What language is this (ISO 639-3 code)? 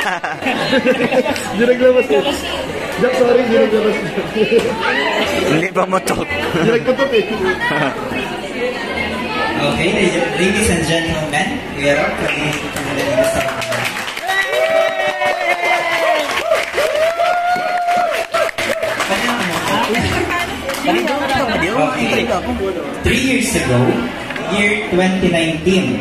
fil